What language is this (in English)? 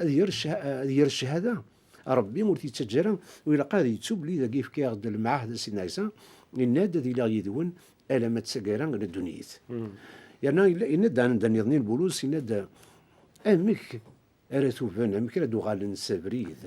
Kabyle